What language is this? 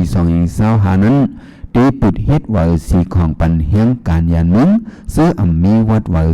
Shan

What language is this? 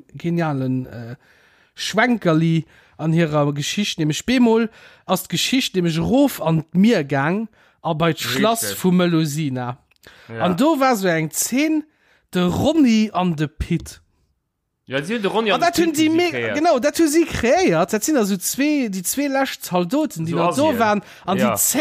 Luxembourgish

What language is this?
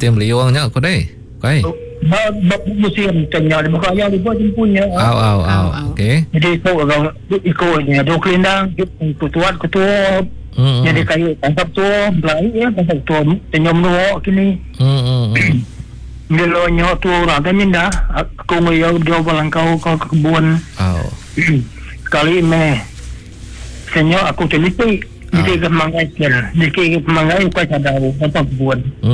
Iban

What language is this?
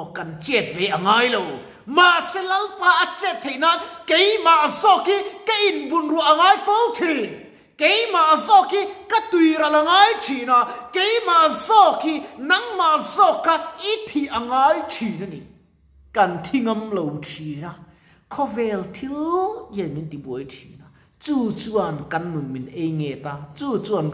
Mizo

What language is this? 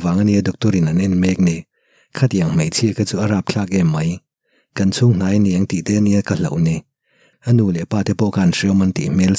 Mizo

